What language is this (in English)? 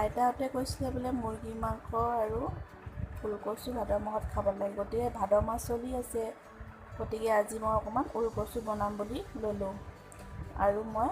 Assamese